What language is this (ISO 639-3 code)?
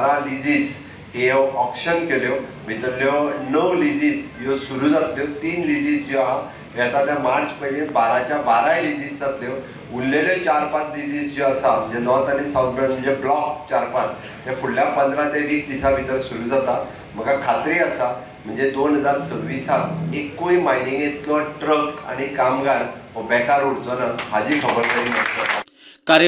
kok